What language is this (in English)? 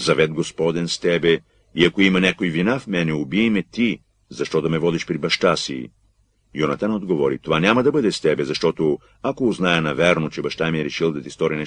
Bulgarian